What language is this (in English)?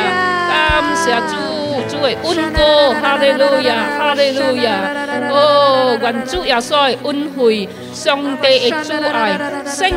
Chinese